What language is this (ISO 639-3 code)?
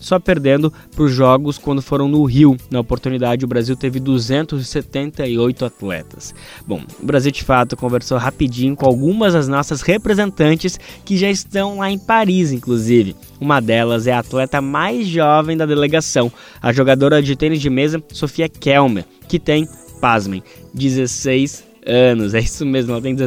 por